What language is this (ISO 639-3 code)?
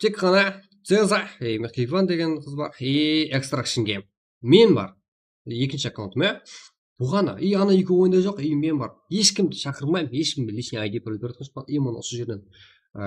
kaa